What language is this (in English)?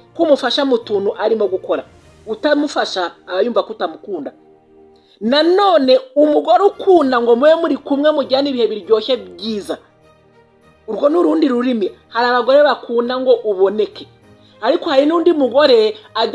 Kinyarwanda